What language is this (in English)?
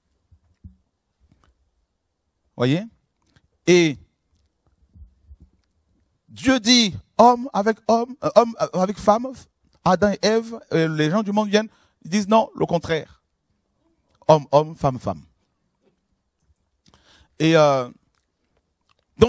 French